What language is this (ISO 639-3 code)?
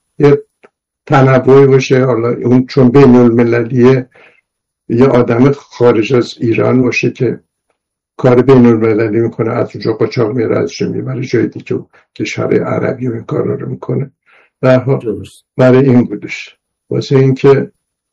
fas